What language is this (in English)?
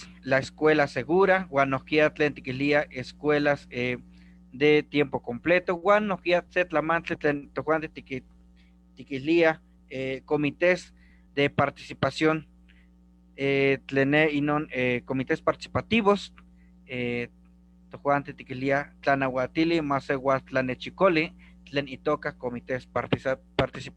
Eastern Huasteca Nahuatl